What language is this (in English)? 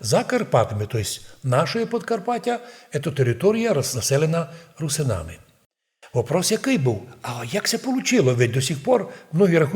Rusyn